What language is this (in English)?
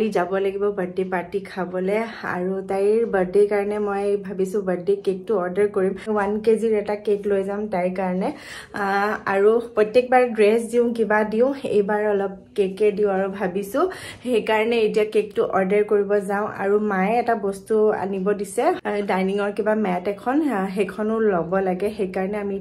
Assamese